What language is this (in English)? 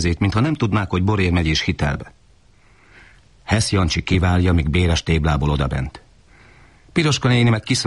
Hungarian